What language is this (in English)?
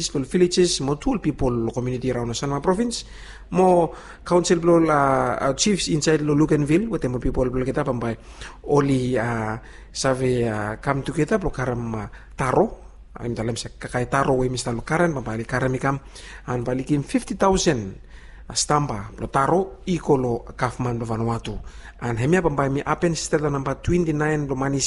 Bislama